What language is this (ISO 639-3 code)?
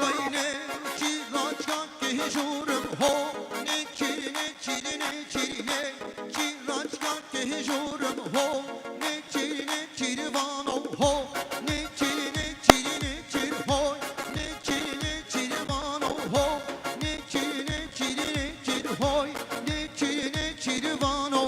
kur